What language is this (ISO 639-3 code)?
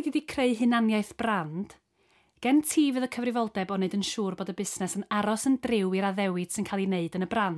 cym